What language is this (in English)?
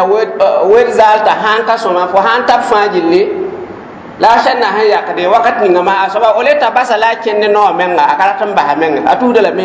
Mossi